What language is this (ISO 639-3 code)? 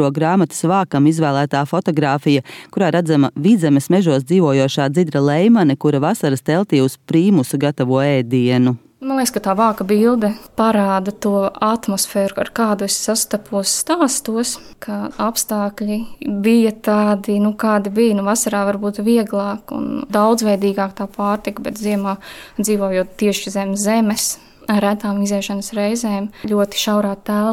lav